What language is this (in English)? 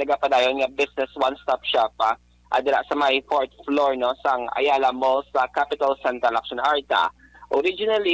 Hiligaynon